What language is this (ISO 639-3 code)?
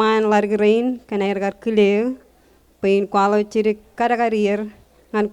mah